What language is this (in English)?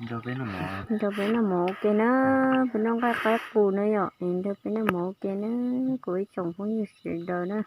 Hmong